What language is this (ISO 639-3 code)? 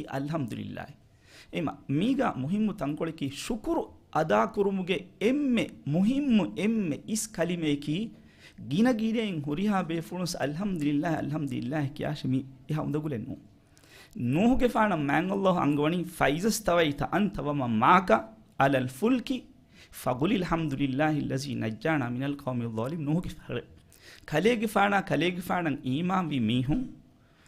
div